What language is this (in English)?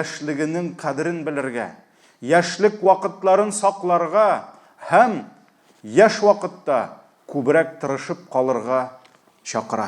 Tatar